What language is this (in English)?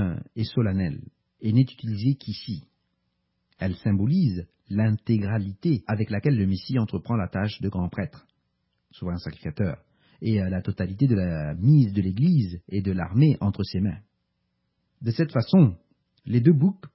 French